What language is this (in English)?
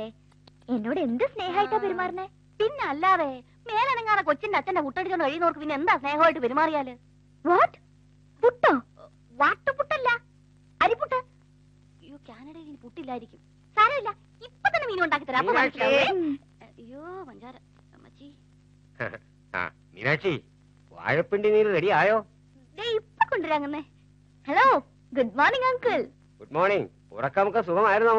Malayalam